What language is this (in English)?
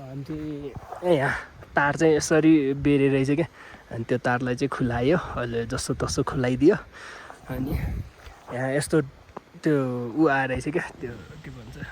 Nepali